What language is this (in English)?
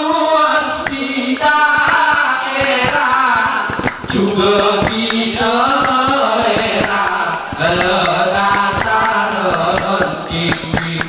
Gayo